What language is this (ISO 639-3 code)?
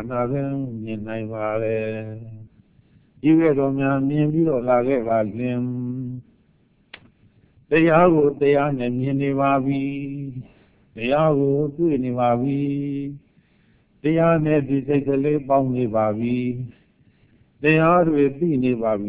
mya